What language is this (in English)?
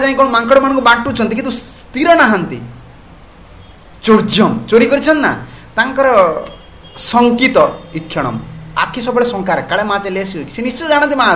Odia